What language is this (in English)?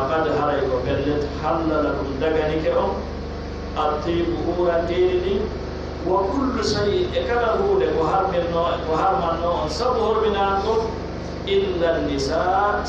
Pular